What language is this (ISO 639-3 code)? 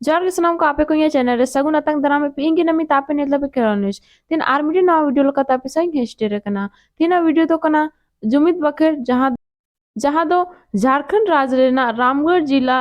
sat